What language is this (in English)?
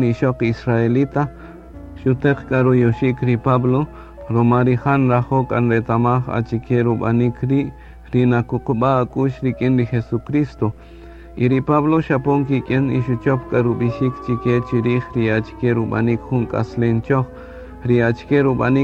Kaqchikel